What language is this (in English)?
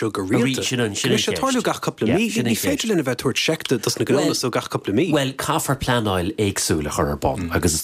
Irish